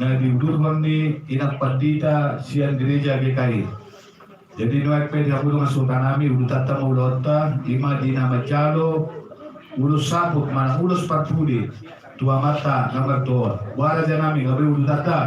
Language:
Batak Toba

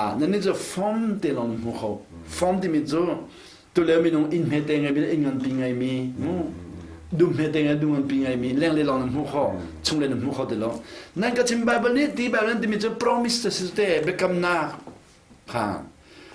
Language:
Hakha Chin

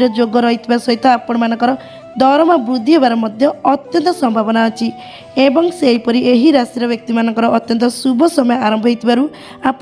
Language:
Odia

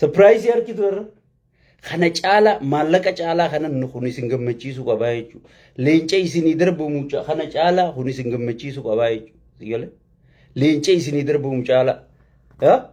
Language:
Oromo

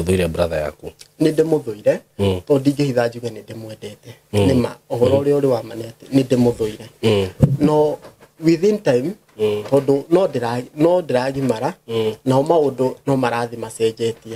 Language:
Kikuyu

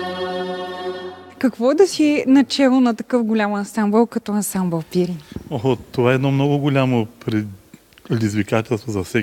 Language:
Bulgarian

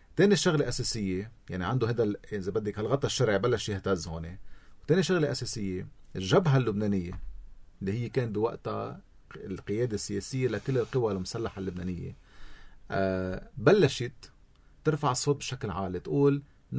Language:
North Levantine Arabic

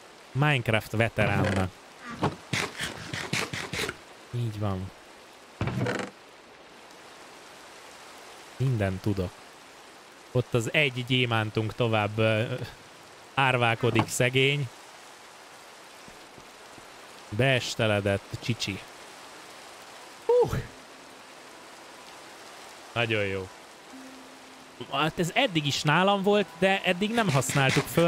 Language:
Hungarian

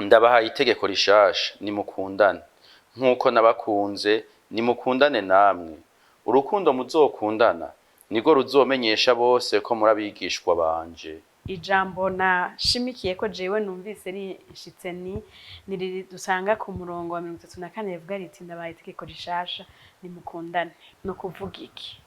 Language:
Rundi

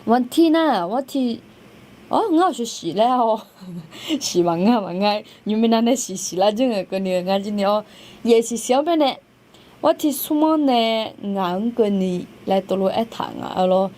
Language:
Akha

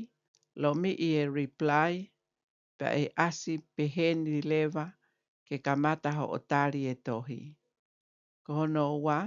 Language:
Tongan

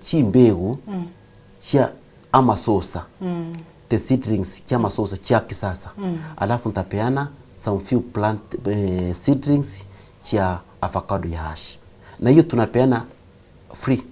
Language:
Gusii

